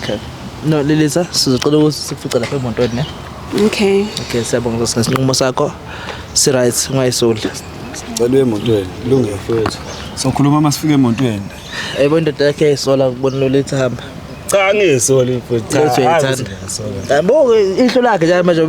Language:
Zulu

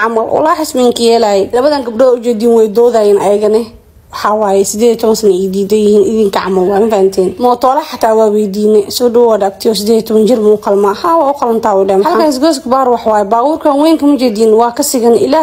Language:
Somali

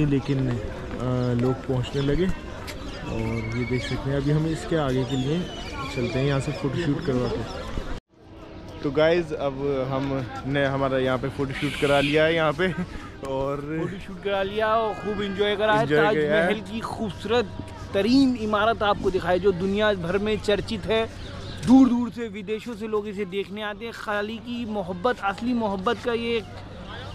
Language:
Hindi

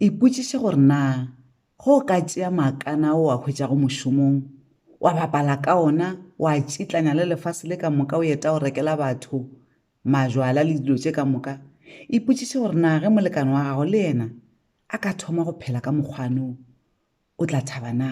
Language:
Northern Sotho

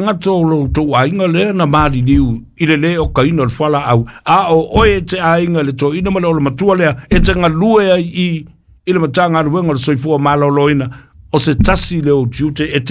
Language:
Samoan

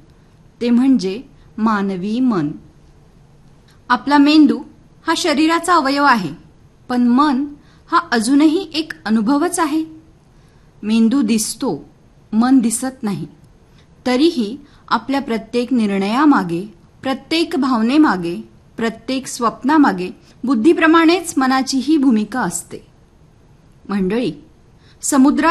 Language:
Marathi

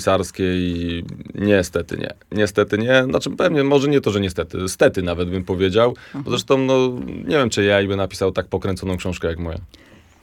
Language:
Polish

